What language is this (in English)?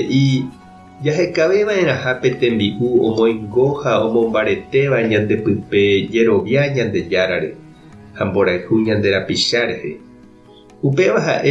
Guarani